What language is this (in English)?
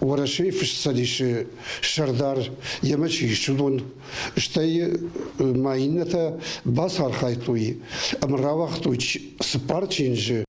Ossetic